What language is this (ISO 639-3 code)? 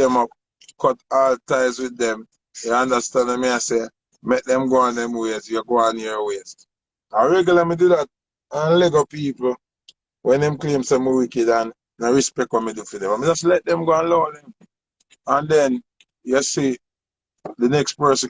jam